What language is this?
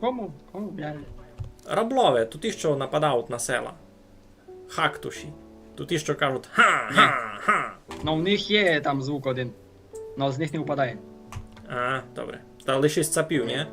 Rusyn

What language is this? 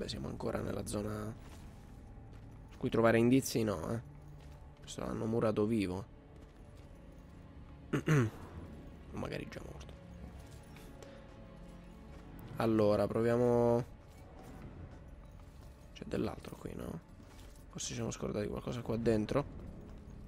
Italian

